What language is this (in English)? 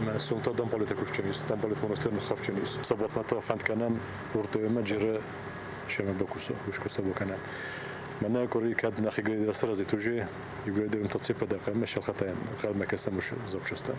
Ossetic